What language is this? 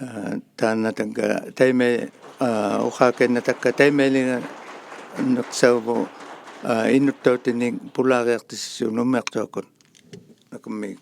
Inuktitut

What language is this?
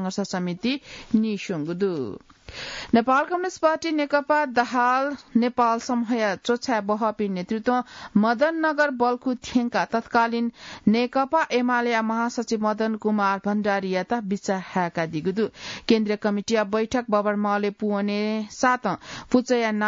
Newari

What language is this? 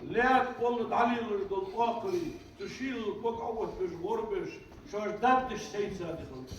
Ingush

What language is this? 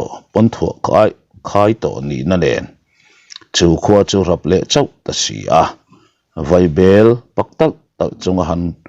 Mizo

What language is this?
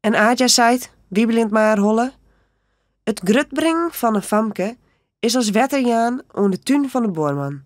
Western Frisian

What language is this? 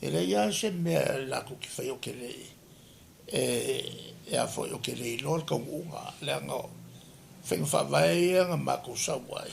Samoan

